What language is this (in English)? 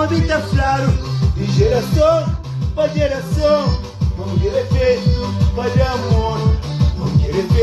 Kabuverdianu